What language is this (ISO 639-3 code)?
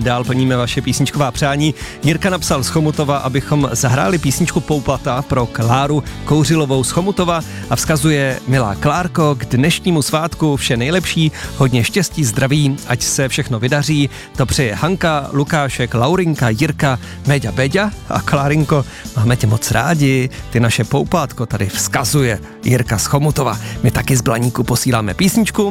ces